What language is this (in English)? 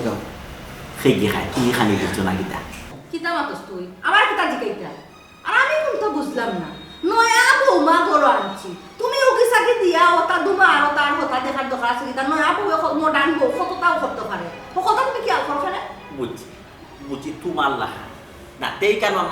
Sylheti